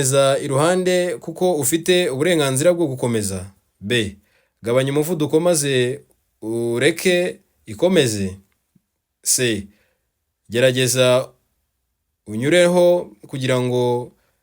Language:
Kinyarwanda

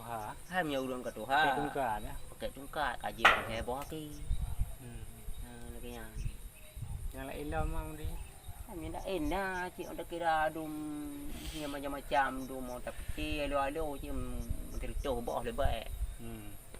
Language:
Achinese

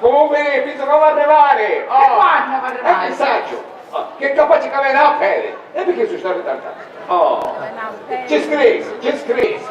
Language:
Sicilian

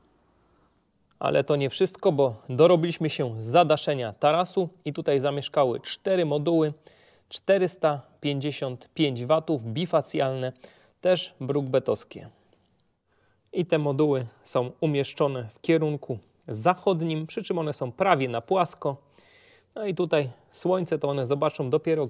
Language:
Polish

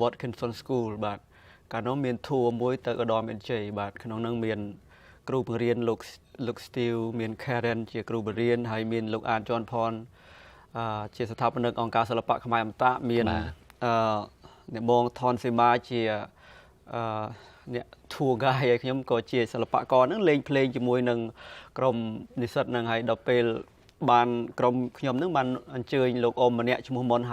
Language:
Khmer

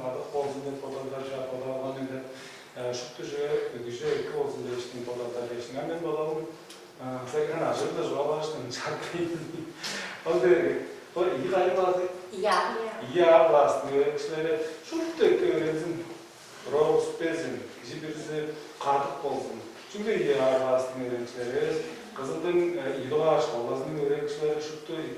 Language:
Tuvinian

